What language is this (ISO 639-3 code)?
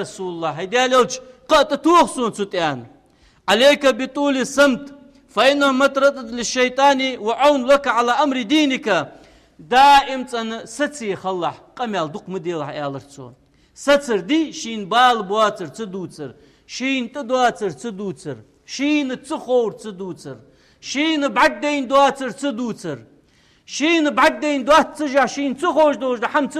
inh